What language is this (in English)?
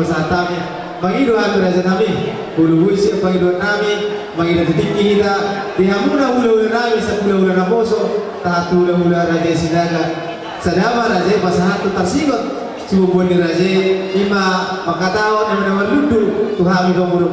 Batak Toba